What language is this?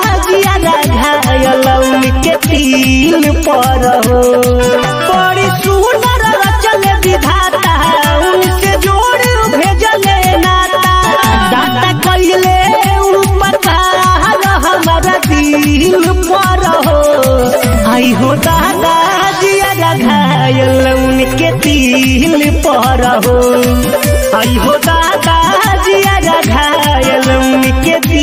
Bhojpuri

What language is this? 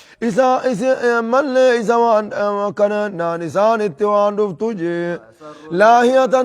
Oromo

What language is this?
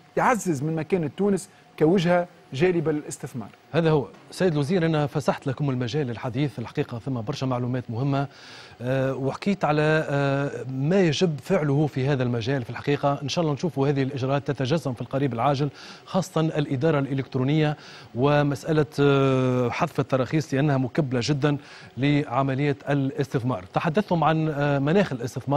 Tunisian Arabic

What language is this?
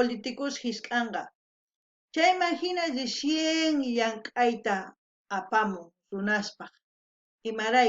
South Bolivian Quechua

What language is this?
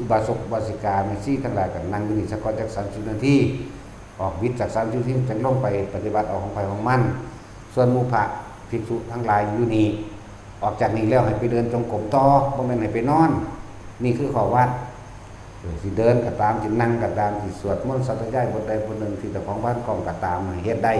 Northeastern Thai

